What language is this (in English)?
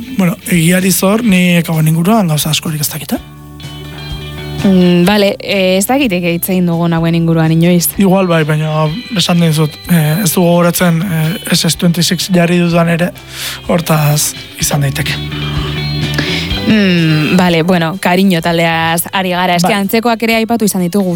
Basque